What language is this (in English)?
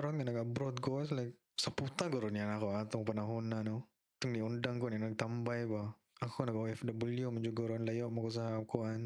Cebuano